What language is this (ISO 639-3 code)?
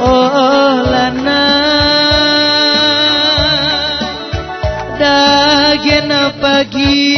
btx